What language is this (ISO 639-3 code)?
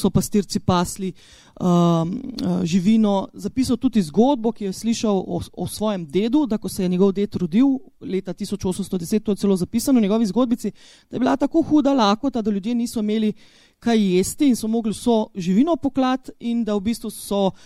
slv